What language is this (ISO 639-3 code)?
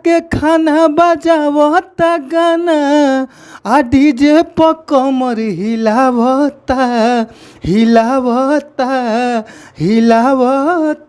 bho